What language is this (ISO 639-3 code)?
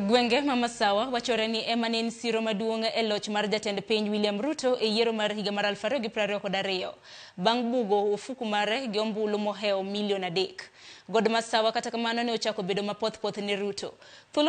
luo